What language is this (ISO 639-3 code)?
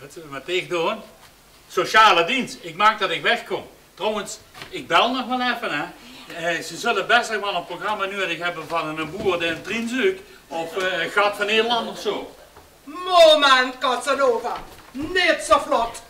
lim